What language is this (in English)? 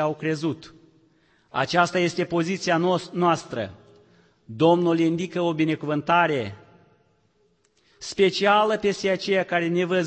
Romanian